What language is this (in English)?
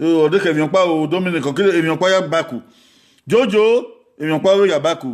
Bini